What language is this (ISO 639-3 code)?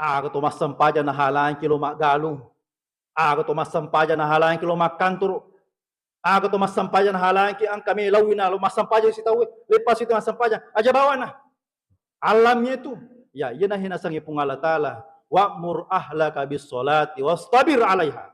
bug